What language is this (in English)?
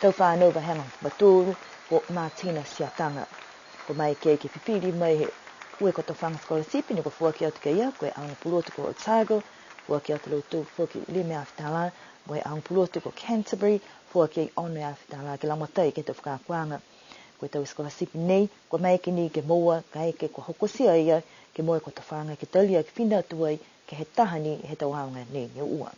Niuean